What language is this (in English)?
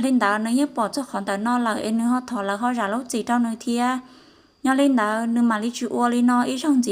Hmong